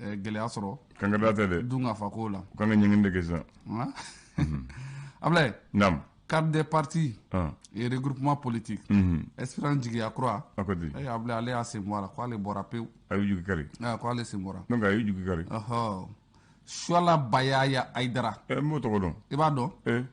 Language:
Bambara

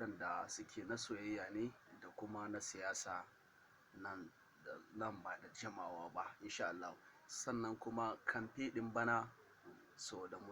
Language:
Hausa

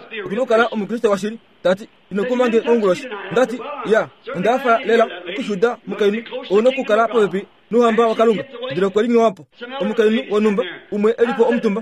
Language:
Kuanyama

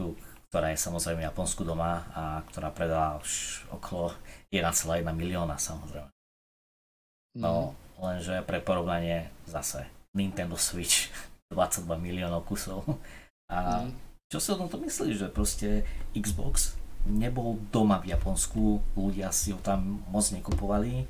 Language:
Slovak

